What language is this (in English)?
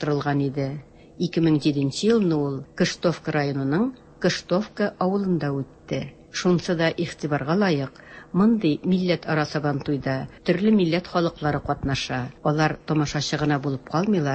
Tatar